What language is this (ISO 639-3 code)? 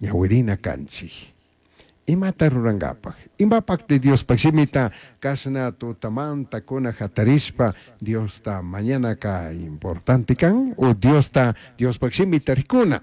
qug